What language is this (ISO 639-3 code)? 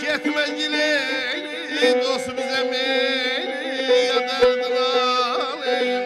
azb